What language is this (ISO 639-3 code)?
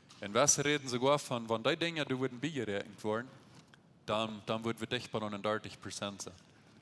pdt